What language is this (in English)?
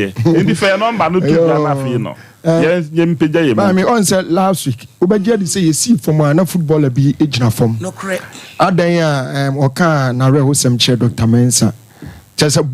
Akan